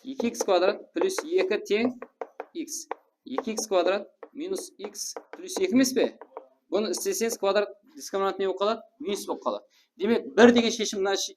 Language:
Kara-Kalpak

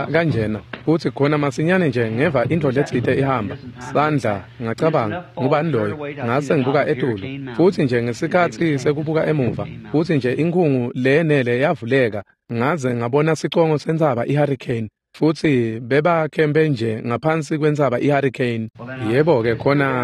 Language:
Swati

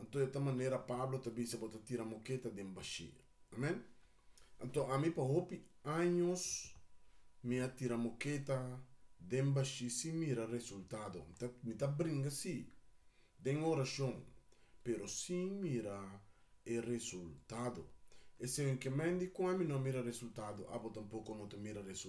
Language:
Papiamento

